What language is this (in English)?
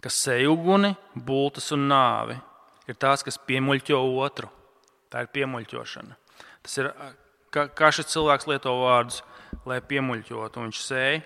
Latvian